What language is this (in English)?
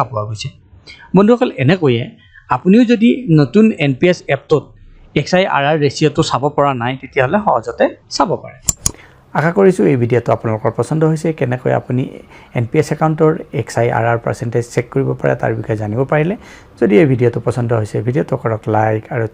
Assamese